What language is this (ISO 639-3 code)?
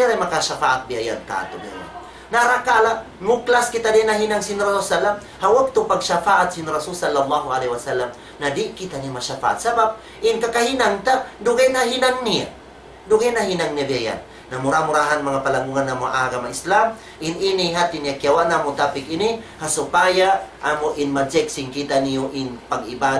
tsg